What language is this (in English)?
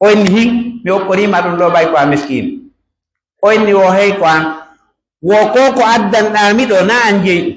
Pular